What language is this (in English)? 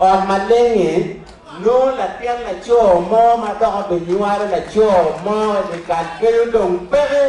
Acoli